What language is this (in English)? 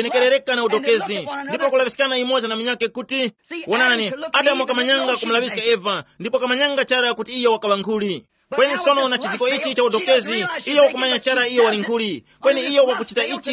Tumbuka